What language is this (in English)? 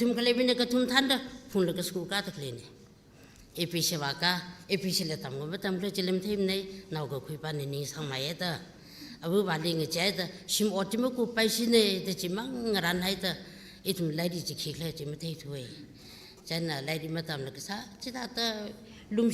Tangkhul Naga (India)